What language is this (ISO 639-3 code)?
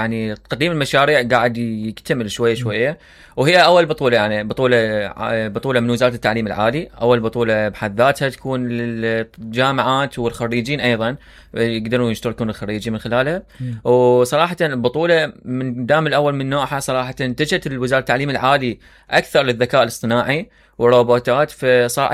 acm